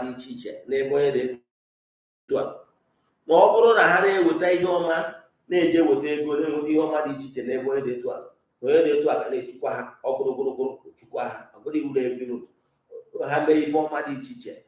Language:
Igbo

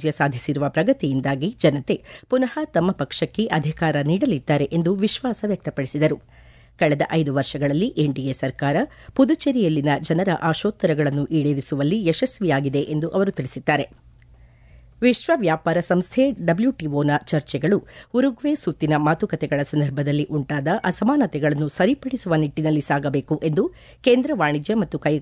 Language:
Kannada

